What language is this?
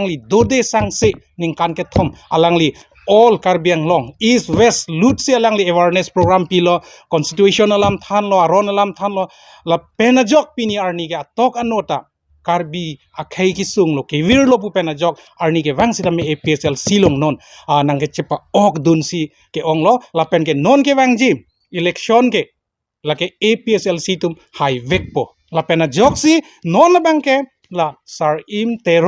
Karbi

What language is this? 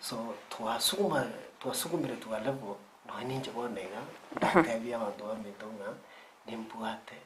Gusii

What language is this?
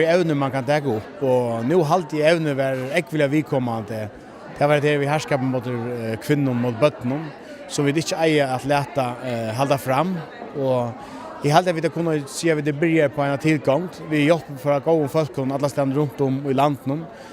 Faroese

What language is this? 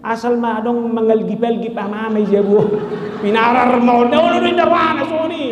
Batak Toba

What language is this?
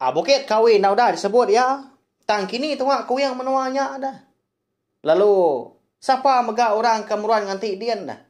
Iban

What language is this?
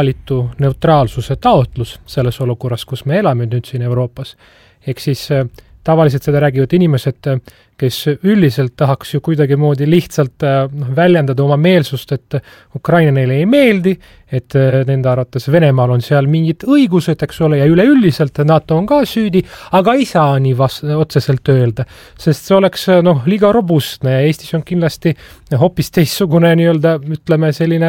Estonian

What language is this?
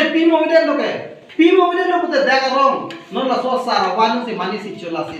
Karbi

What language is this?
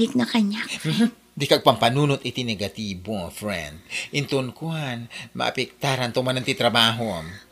Iloko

